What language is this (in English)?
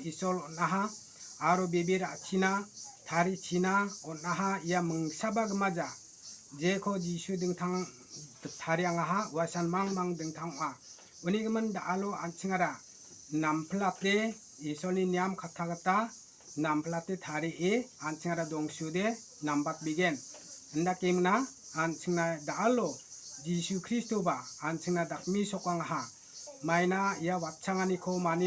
Garo